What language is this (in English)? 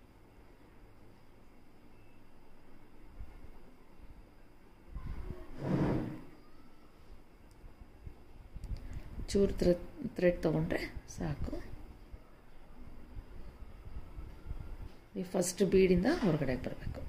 Kannada